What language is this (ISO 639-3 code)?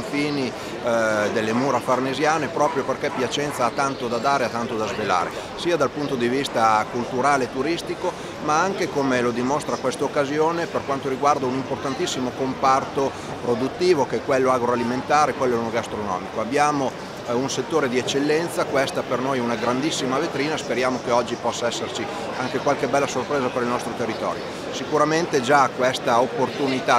ita